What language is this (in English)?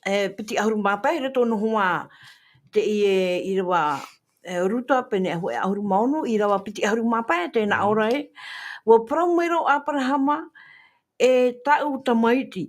Tahitian